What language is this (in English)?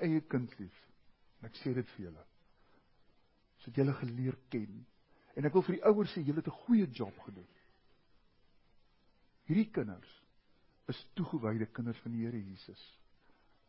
Afrikaans